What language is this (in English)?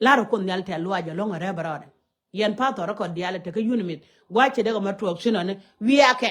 Nuer